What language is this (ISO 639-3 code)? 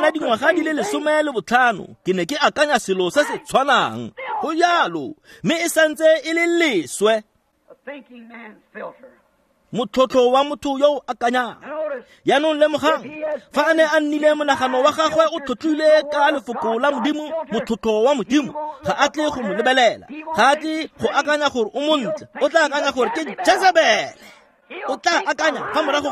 tsn